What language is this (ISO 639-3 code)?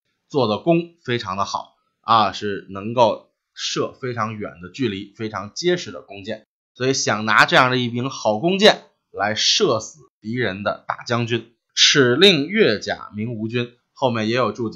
zho